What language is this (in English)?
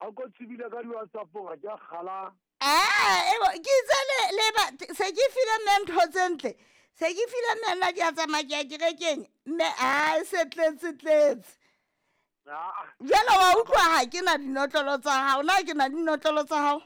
Southern Sotho